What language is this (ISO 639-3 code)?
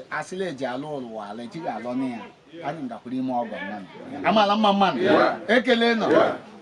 ibo